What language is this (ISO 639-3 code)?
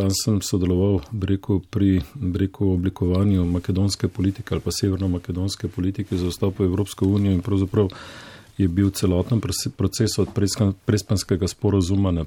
slv